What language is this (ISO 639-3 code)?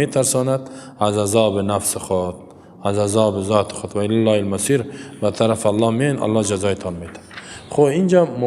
fas